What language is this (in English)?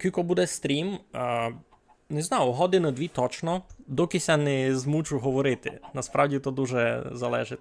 Rusyn